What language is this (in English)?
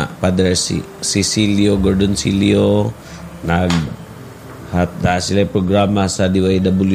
Cebuano